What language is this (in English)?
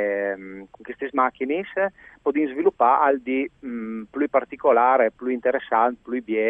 Friulian